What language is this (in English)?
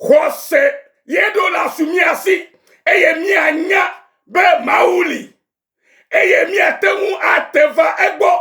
Ewe